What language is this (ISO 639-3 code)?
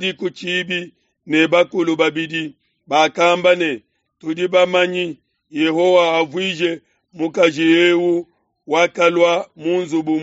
lua